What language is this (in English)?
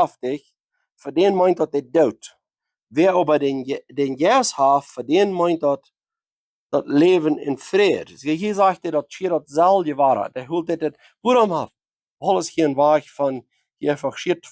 Plautdietsch